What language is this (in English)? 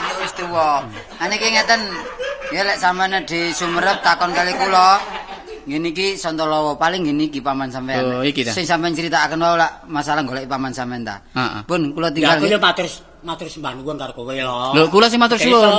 Javanese